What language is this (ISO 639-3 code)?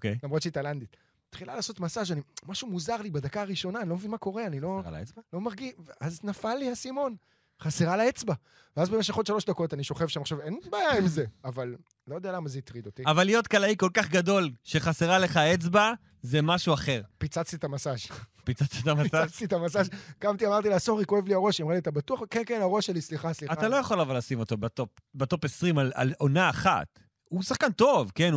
heb